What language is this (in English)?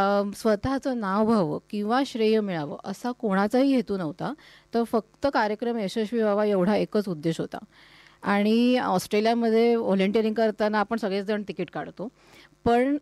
Marathi